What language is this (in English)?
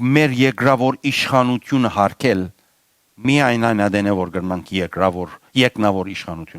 Western Armenian